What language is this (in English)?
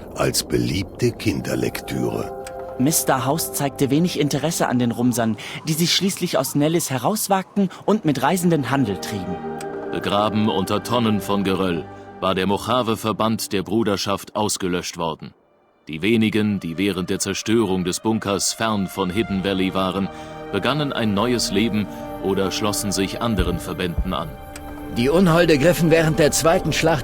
Bavarian